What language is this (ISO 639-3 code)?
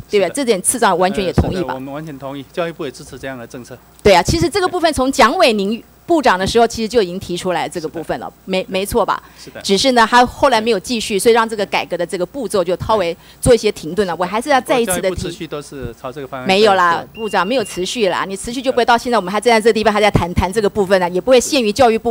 zho